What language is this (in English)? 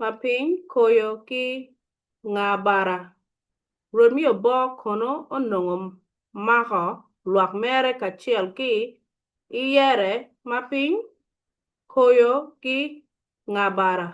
Acoli